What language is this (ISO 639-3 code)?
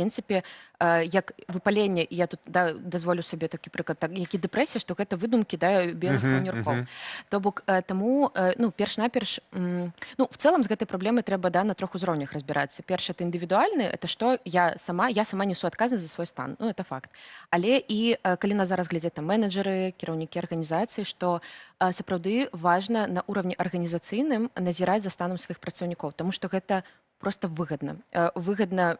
bel